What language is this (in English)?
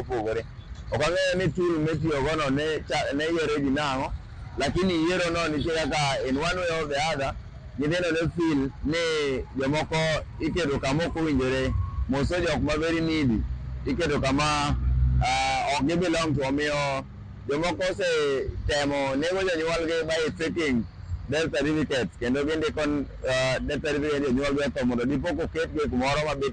Luo (Kenya and Tanzania)